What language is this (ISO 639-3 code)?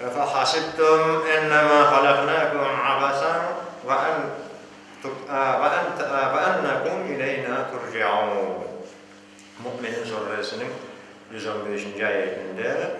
crh